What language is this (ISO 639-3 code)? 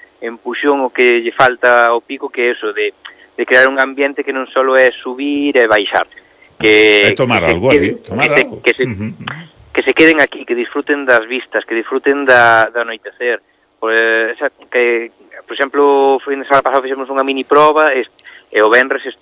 glg